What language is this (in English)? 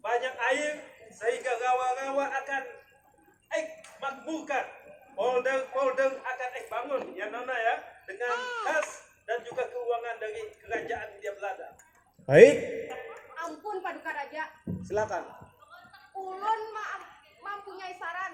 Banjar